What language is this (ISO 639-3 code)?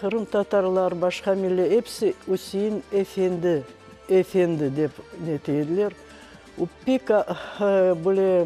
crh